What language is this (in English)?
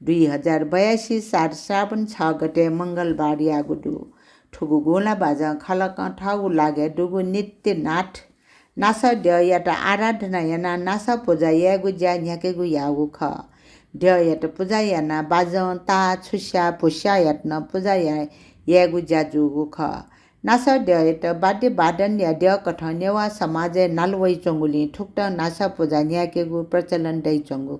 Newari